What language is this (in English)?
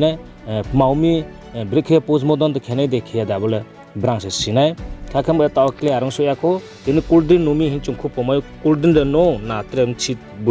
Riang (India)